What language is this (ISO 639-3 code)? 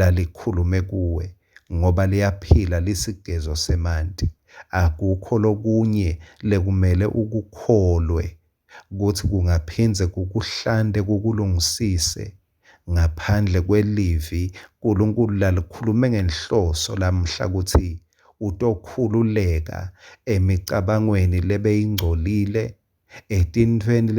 ssw